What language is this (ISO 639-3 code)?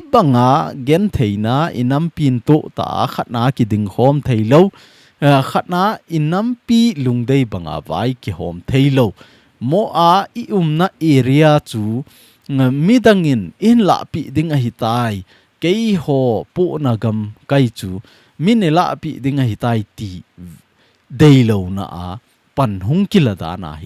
tcz